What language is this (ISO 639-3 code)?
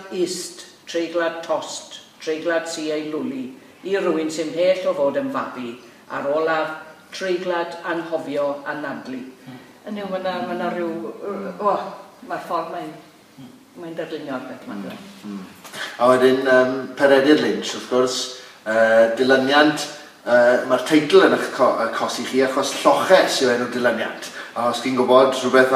cym